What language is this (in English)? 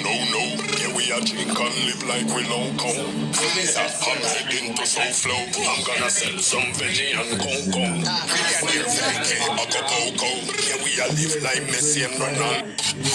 Jamaican Creole English